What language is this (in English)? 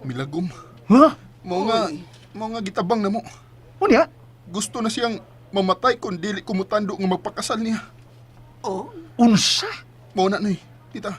Cebuano